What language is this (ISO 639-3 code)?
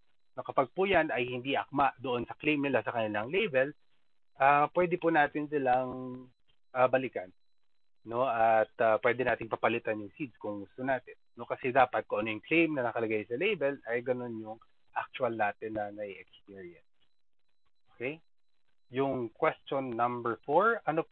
fil